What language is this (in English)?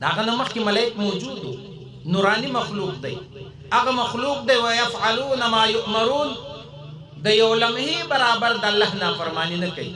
Pashto